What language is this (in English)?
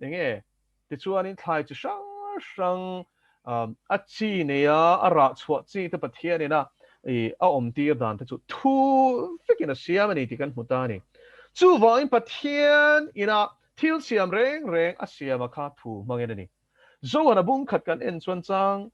Mizo